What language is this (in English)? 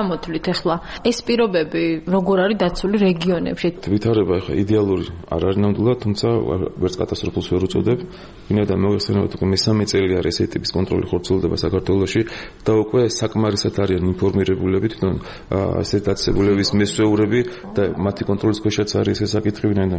Georgian